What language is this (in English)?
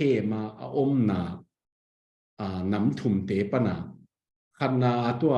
Tedim Chin